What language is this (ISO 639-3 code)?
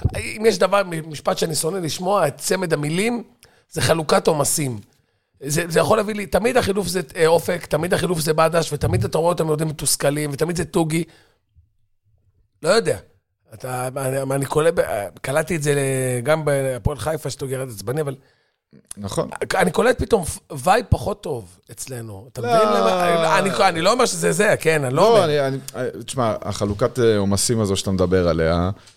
heb